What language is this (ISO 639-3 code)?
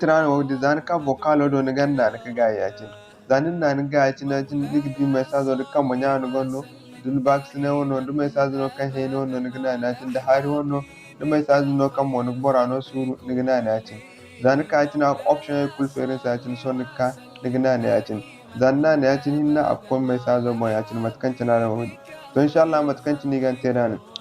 dje